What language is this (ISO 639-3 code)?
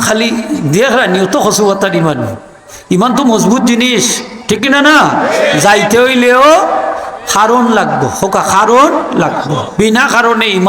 syl